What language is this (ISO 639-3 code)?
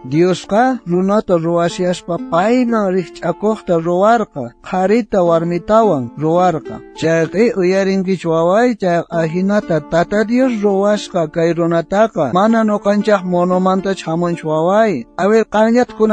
quh